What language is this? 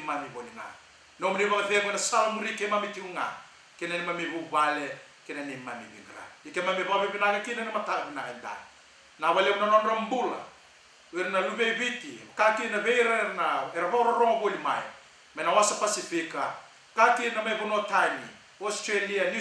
Fijian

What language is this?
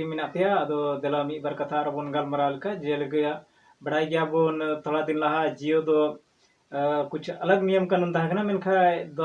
Santali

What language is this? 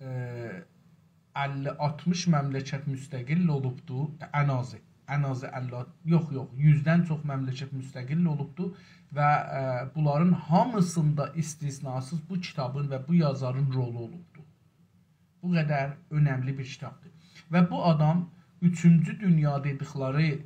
South Azerbaijani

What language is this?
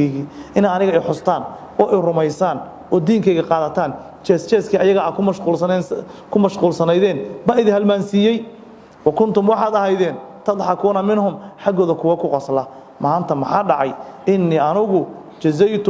Somali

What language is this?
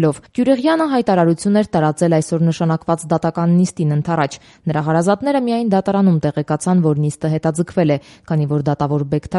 Armenian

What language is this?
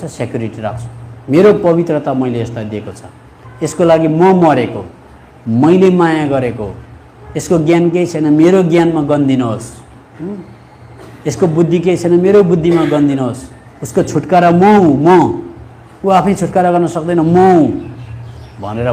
Nepali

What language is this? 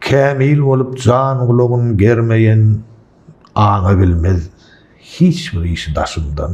Turkmen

